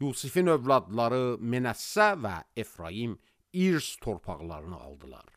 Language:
Azerbaijani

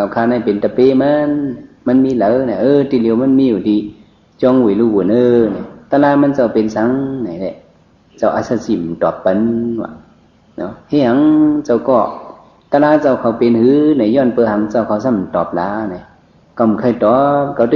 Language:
Shan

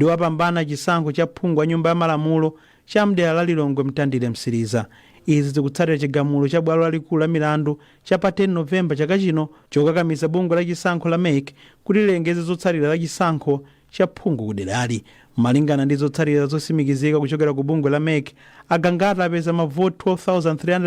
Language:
Nyanja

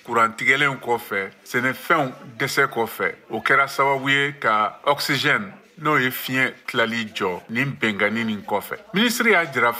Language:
Bambara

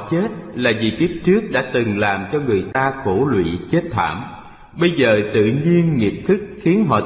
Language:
Vietnamese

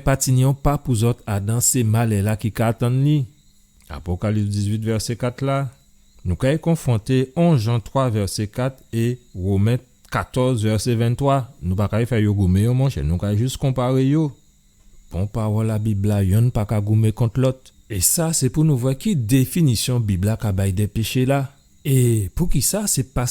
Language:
Guadeloupean Creole French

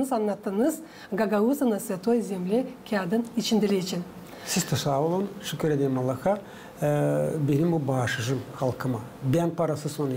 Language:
Gagauz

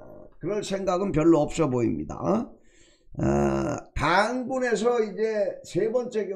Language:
Korean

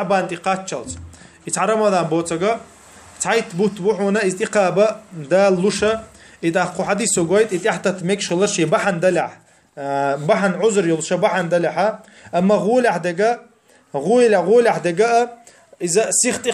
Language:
Chechen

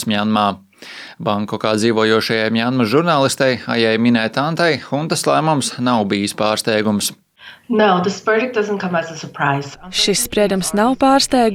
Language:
Latvian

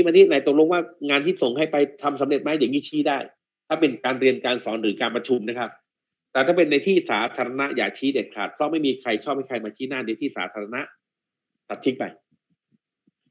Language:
Thai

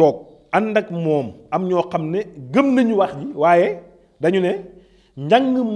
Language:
Wolof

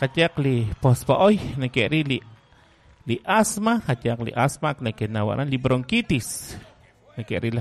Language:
Kekchí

